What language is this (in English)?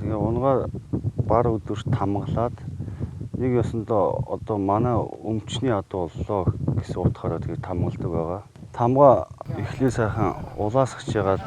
Mongolian